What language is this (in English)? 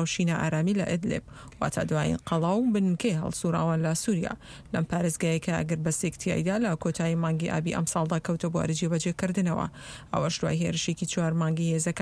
Central Kurdish